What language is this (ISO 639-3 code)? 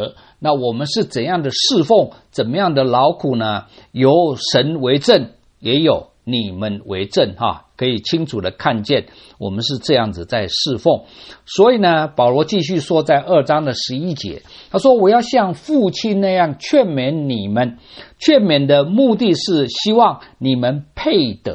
zho